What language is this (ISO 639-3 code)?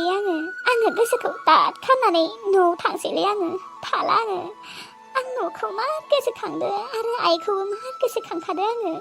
brx